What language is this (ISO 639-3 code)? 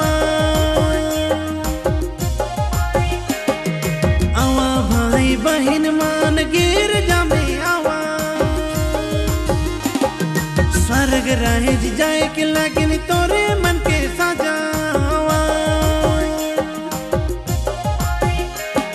sck